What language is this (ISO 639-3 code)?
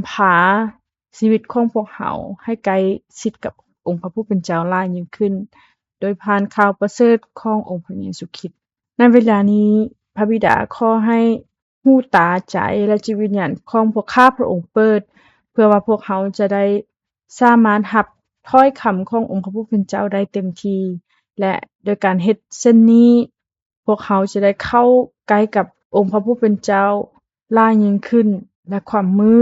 lao